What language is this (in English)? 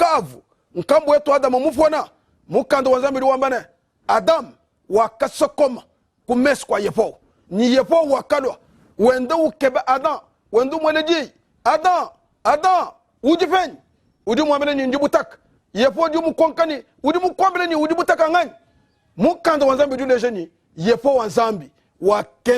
Luba-Lulua